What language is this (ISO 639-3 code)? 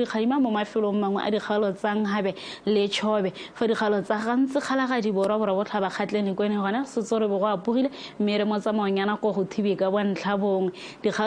tsn